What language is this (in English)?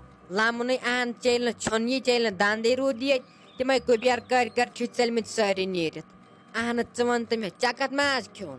Kashmiri